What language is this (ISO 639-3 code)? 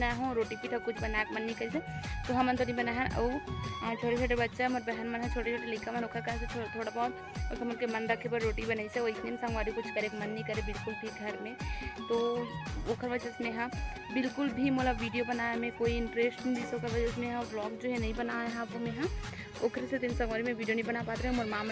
hne